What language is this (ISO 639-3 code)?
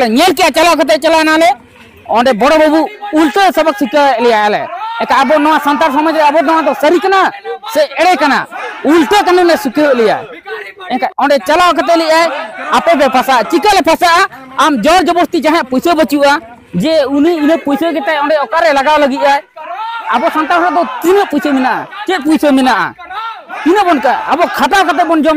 sat